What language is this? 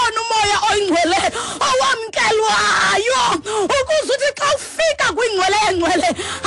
Xhosa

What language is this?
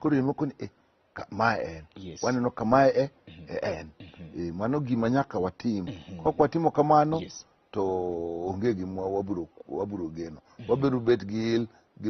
Luo (Kenya and Tanzania)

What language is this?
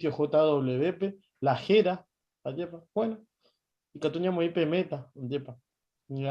Guarani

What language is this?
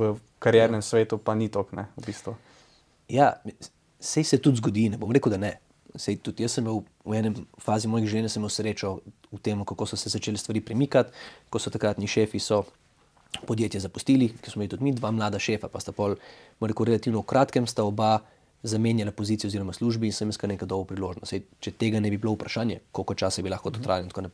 Slovenian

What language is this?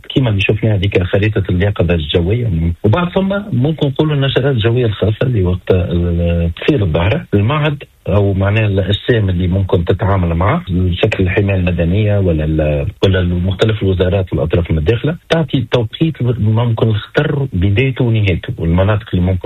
Tunisian Arabic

